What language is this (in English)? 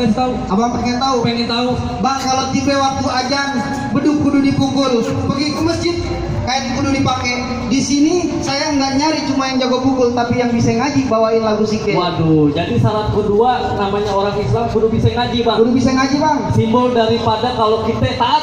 Betawi